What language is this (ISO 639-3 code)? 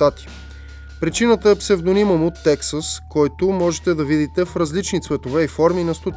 bul